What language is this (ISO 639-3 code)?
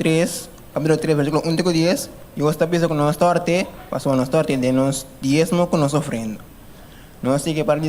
pap